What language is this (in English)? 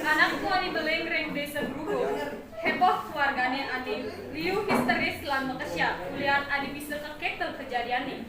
Balinese